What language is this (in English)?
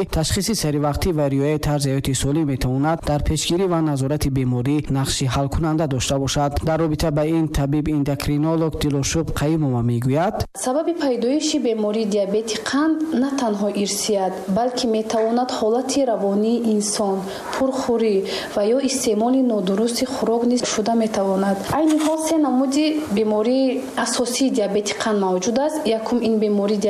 Tajik